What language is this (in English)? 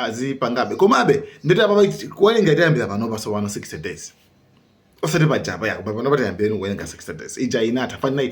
Nyanja